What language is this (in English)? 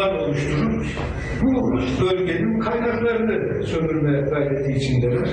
Turkish